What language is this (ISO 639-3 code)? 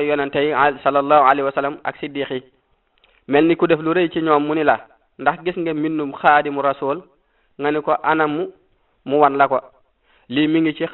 wol